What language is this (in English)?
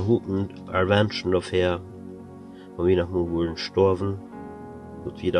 Plautdietsch